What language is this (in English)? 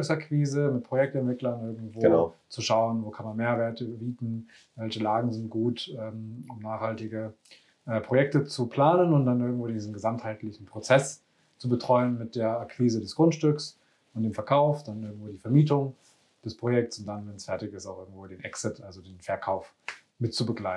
German